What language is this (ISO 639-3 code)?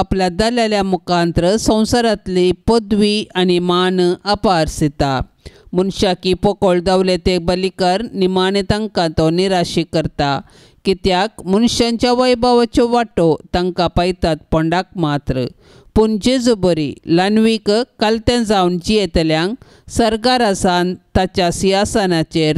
kok